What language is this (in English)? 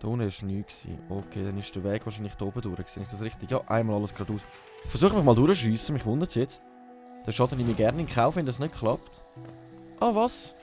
Swiss German